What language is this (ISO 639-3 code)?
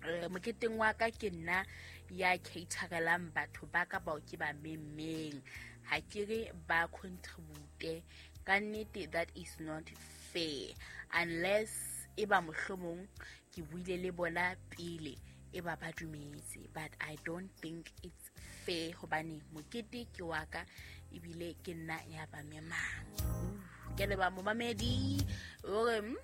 sot